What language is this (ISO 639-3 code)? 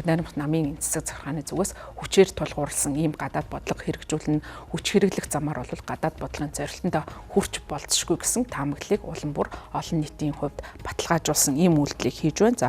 mon